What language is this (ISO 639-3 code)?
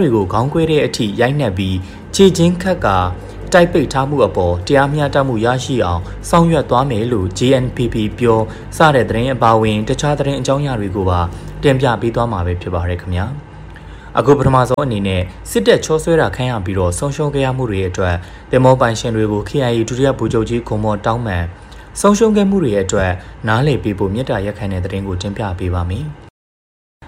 mya